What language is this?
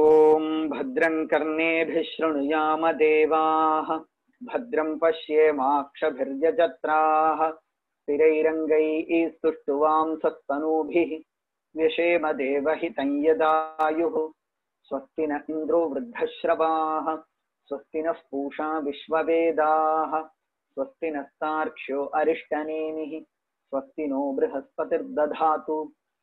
Sanskrit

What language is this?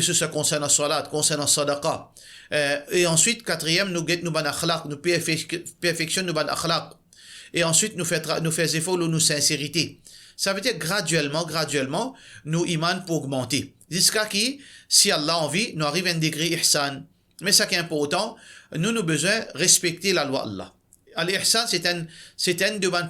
Morisyen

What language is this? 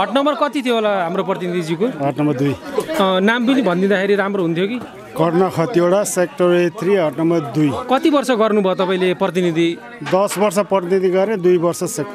Nepali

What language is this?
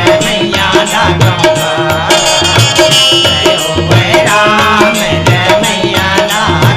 Chhattisgarhi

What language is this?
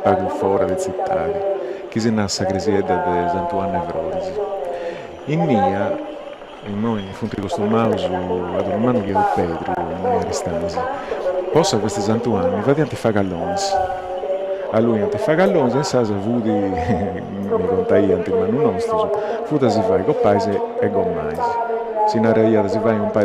Sardinian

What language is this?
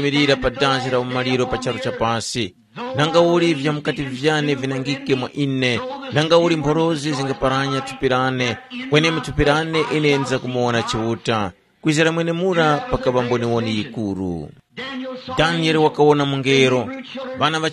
Tumbuka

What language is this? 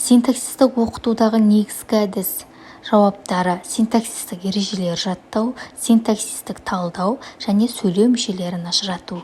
Kazakh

